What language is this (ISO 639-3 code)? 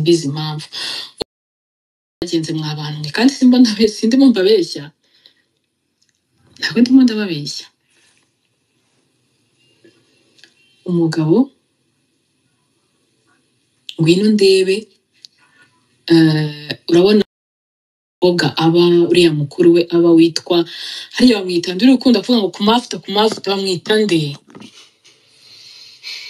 kin